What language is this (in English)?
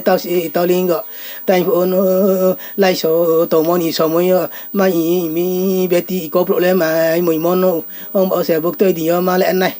Riang (India)